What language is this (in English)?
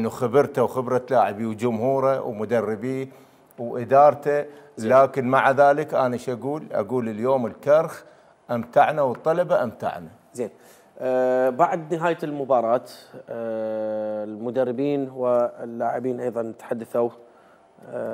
Mesopotamian Arabic